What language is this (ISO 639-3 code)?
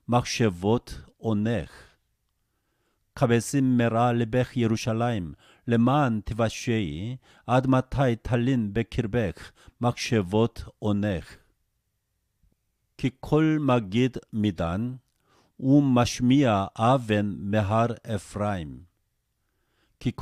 heb